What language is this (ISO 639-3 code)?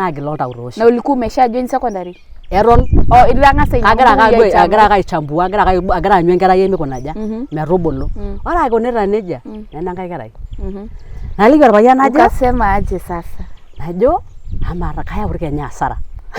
mas